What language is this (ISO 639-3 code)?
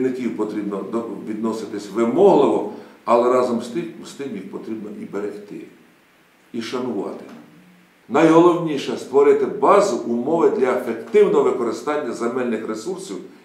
ukr